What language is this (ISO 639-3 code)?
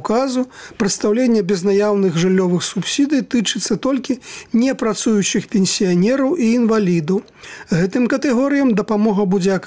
bel